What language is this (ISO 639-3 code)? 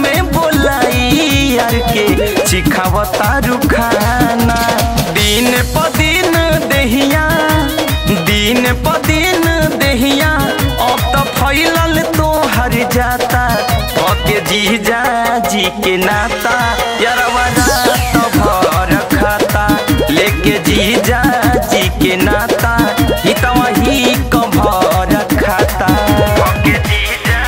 bho